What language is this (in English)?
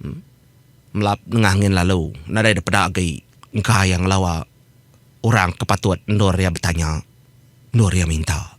Iban